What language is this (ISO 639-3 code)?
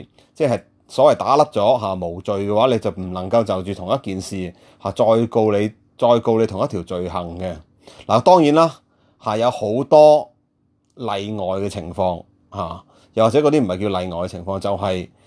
yue